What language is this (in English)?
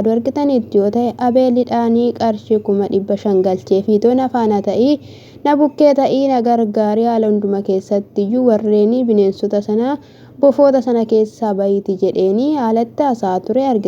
Oromo